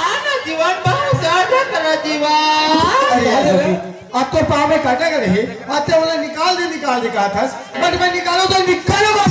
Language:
Chhattisgarhi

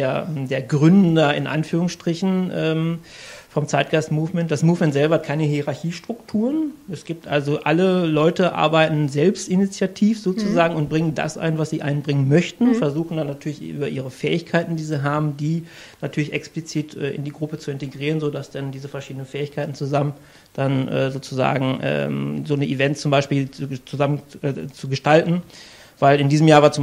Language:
German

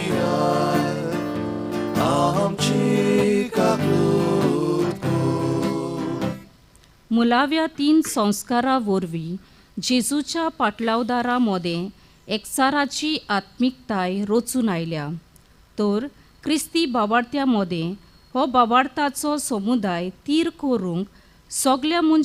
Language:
Konkani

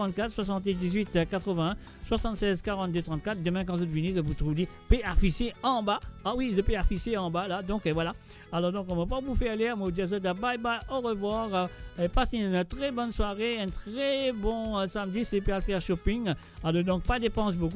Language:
Morisyen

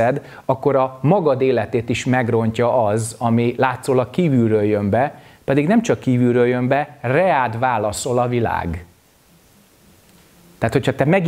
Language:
Hungarian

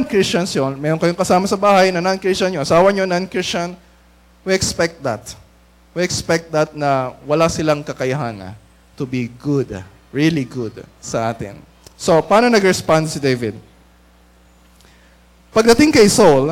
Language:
Filipino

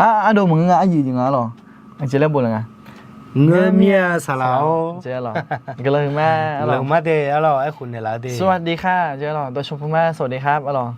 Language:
Akha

